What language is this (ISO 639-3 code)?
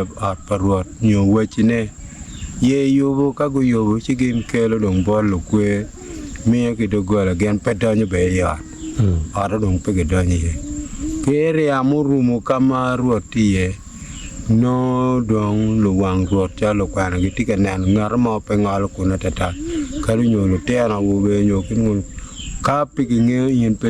ach